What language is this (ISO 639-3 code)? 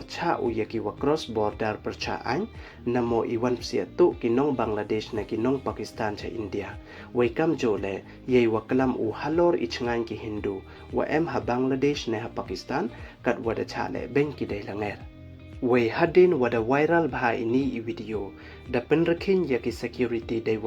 pbv